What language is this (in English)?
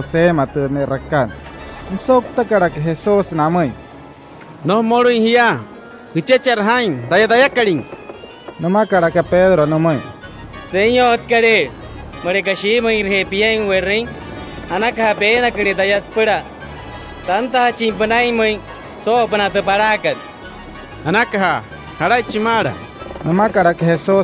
Wayuu